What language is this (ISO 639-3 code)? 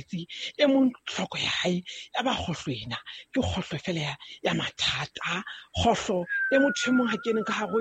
sot